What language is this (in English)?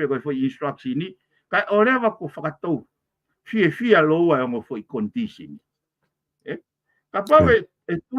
Tongan